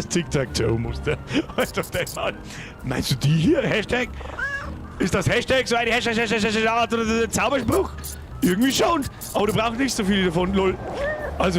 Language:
Bavarian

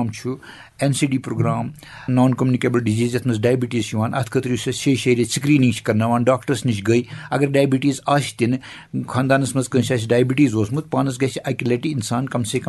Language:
Kashmiri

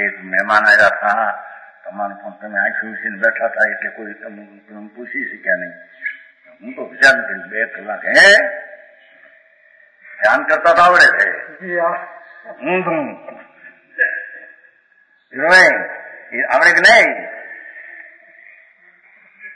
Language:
Gujarati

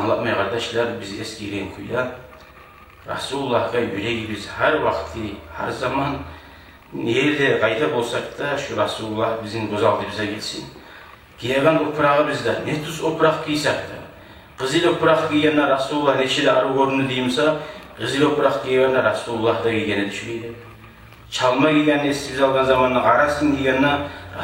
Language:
Kumyk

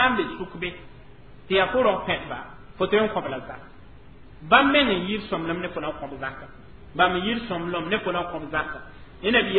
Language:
Mossi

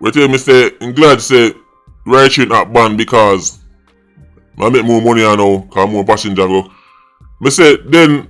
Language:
Jamaican Creole English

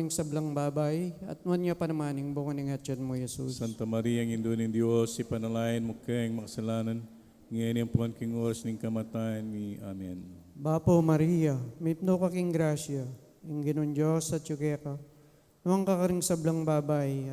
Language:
Pampanga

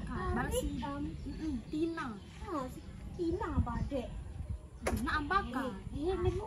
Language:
Sasak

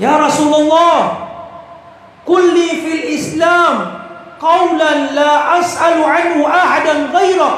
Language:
Maranao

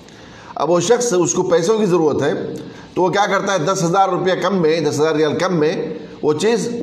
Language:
Urdu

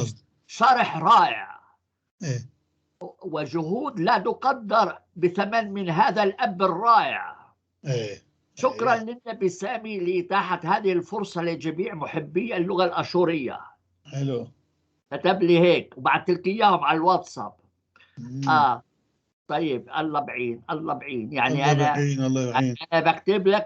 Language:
North Levantine Arabic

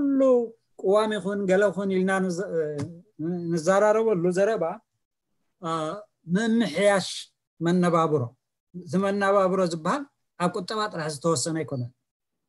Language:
Tigrinya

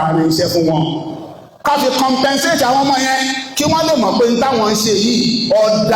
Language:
Yoruba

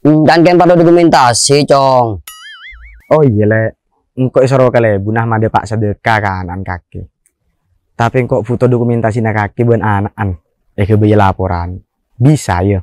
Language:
Madurese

